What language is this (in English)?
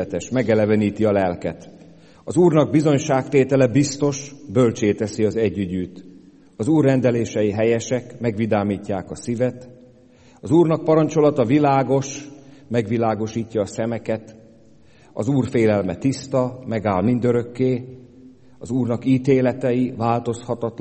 Hungarian